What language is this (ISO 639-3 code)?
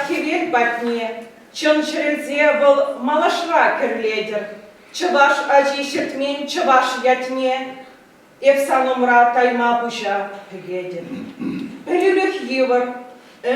chv